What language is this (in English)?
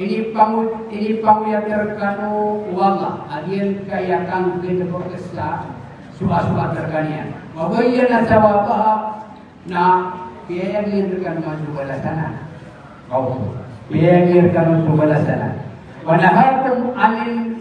Maranao